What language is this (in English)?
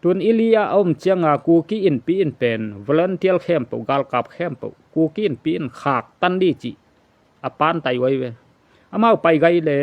Tedim Chin